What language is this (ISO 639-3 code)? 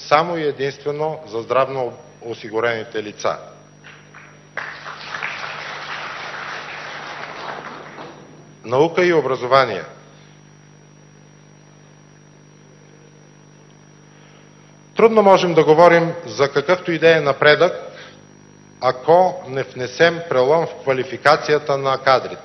bul